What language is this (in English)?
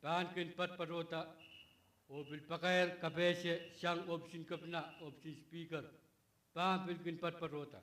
Pohnpeian